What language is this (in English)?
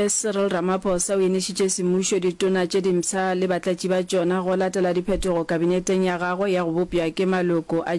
Northern Sotho